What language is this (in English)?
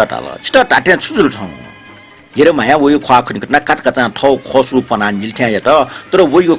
Newari